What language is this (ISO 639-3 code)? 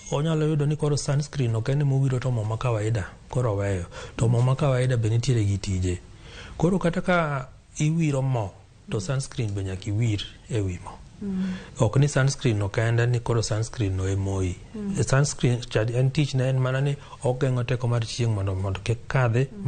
luo